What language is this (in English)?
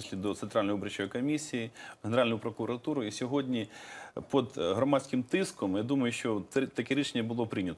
Ukrainian